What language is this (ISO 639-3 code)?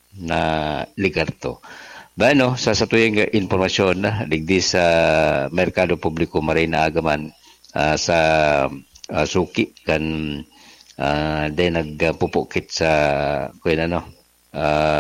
bik